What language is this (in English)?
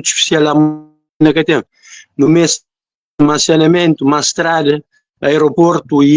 Kabuverdianu